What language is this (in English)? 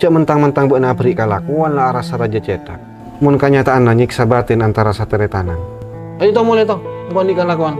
Madurese